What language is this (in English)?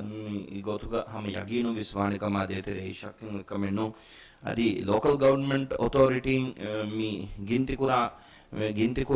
Divehi